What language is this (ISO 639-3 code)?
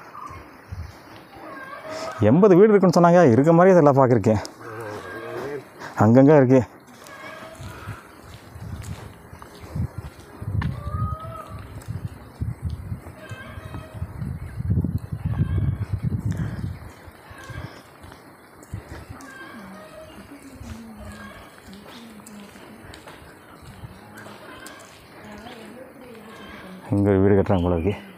tam